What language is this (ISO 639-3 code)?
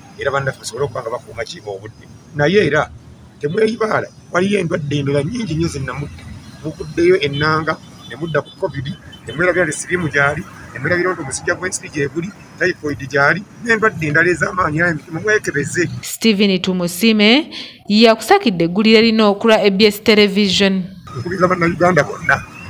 lug